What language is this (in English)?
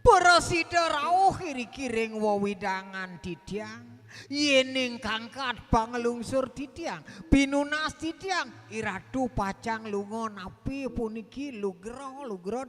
Balinese